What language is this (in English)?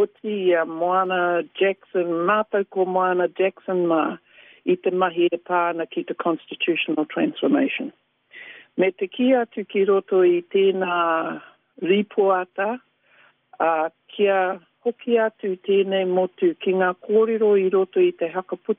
Māori